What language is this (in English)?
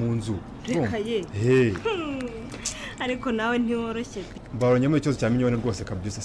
Kinyarwanda